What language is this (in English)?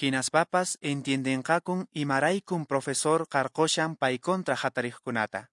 Quechua